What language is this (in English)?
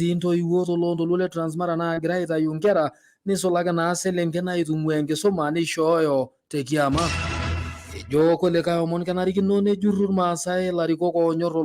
Masai